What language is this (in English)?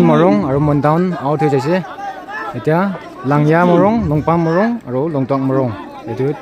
Naga Pidgin